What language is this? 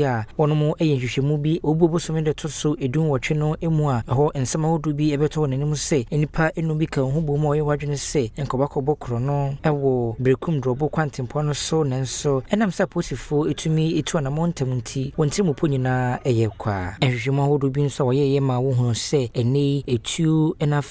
Akan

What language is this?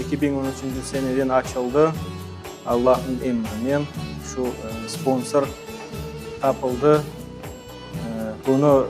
Crimean Tatar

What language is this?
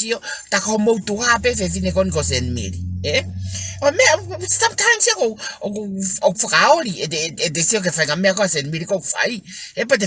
Tongan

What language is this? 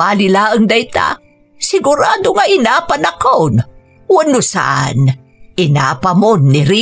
Iloko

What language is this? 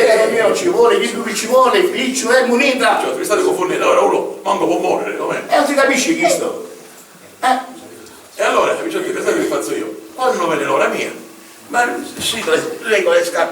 Sicilian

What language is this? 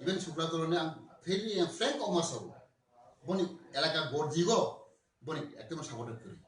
Kok Borok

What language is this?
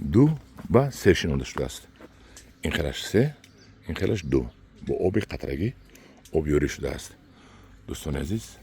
Tajik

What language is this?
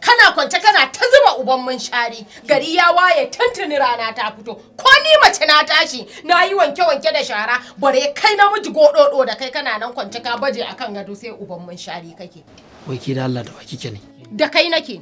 Hausa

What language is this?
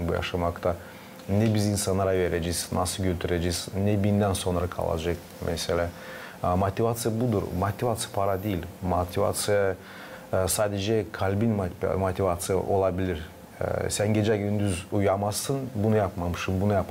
Gagauz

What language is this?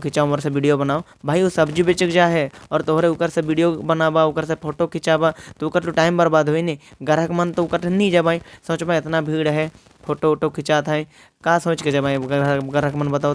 Sadri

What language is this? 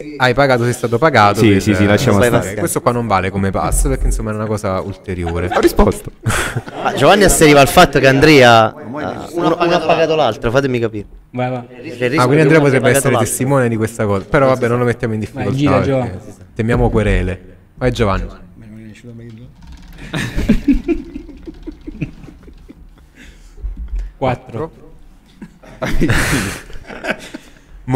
Italian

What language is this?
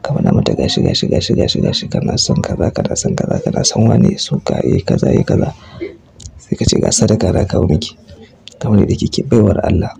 Hausa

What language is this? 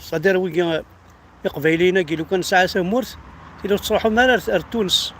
Kabyle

